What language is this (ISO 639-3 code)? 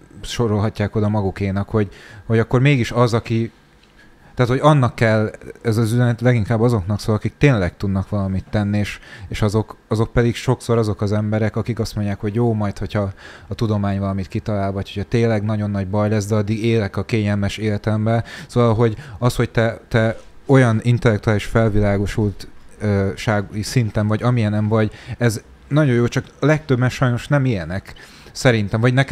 hun